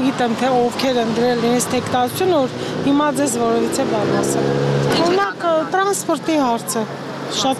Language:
Armenian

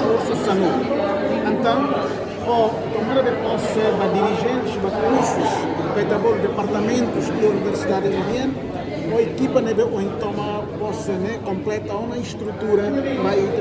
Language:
Tetum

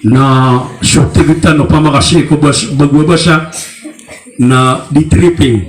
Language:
Maranao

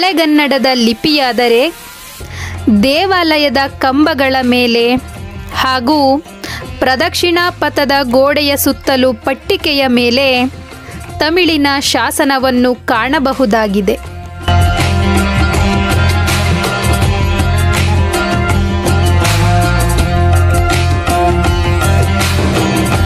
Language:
Kannada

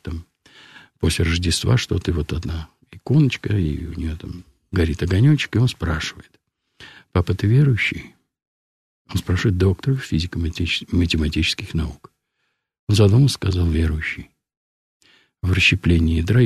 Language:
Russian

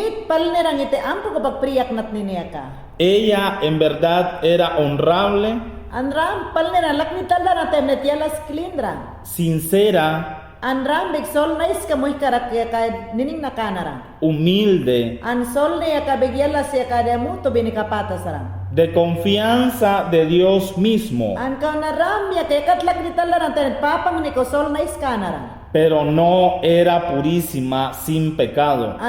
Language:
Mayangna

